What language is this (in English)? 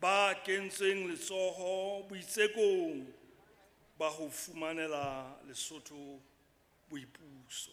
Southern Sotho